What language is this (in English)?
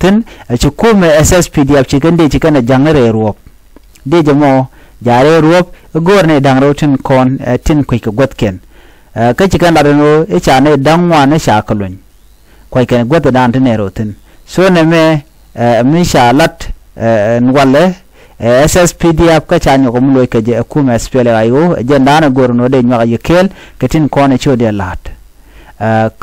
Nuer